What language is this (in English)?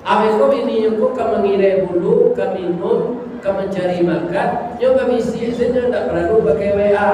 Minangkabau